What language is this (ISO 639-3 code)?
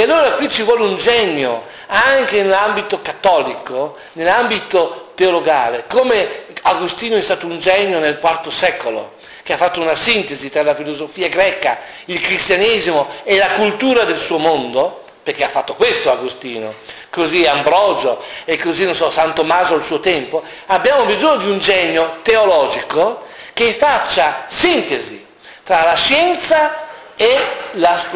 ita